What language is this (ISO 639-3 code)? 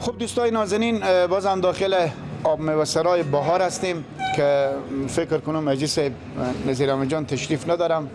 fas